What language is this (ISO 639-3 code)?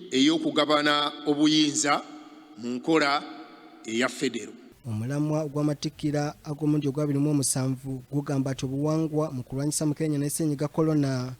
lug